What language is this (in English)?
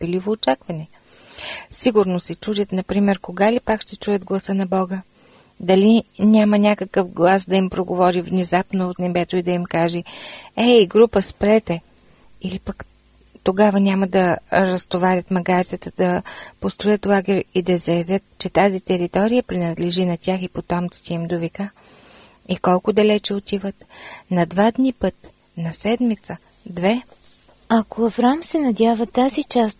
Bulgarian